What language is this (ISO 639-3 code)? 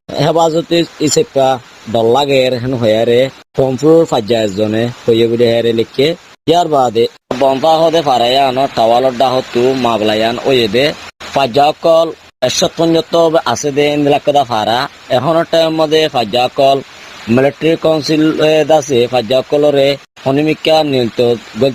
rhg